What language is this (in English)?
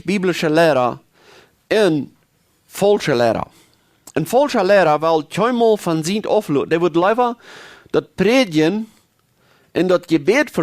Plautdietsch